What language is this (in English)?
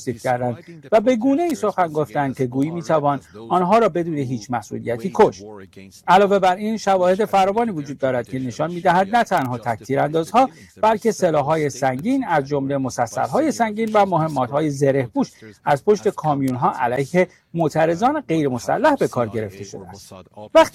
Persian